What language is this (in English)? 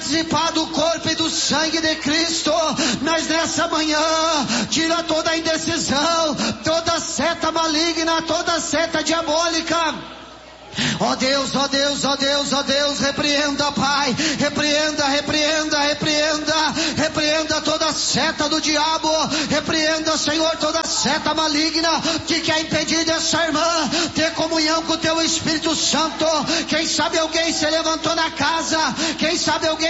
Portuguese